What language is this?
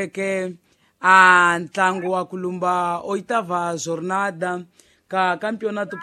Tsonga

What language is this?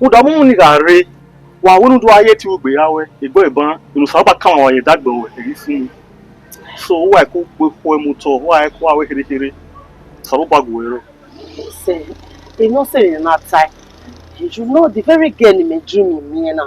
Bini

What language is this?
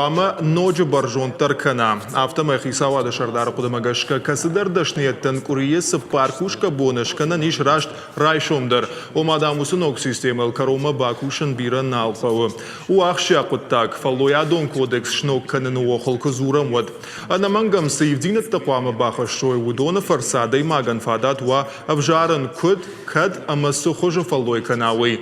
Ossetic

